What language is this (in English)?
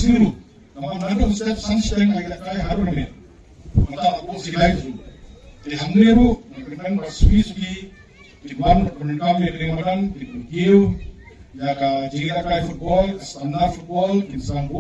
Khasi